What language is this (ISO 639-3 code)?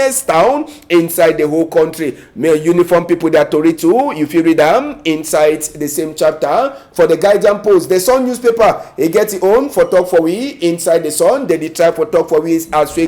wes